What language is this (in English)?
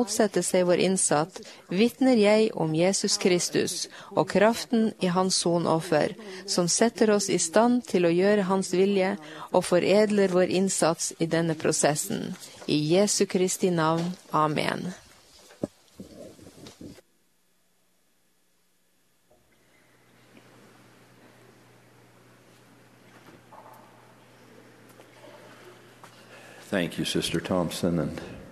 Norwegian